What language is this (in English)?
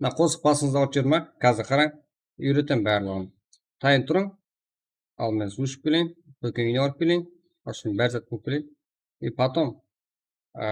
Kara-Kalpak